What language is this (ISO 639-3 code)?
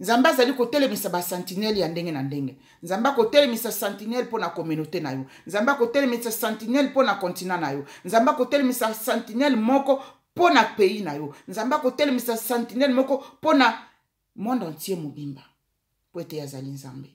lin